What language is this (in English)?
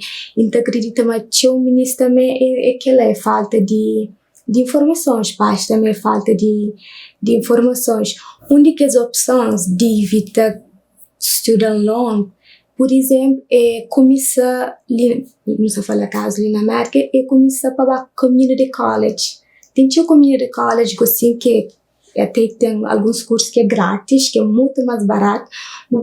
Kabuverdianu